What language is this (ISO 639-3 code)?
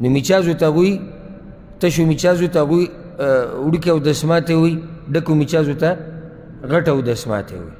pus